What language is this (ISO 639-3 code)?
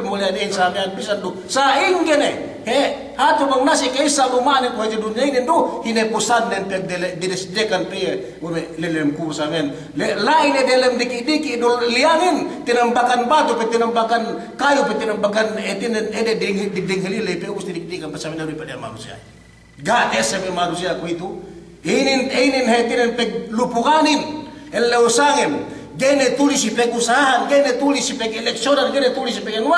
yka